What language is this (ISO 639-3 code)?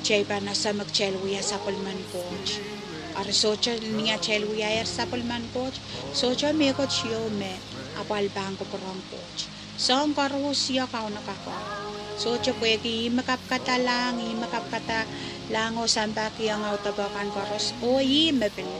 pon